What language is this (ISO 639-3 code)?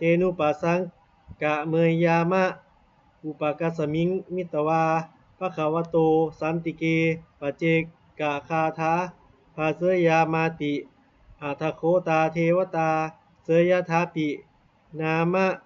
pli